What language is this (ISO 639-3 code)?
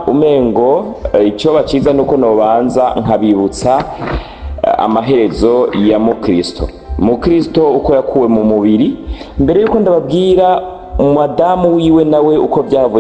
run